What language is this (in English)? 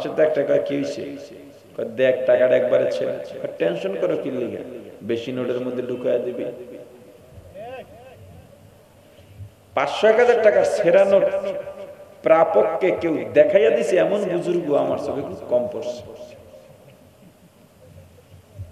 Bangla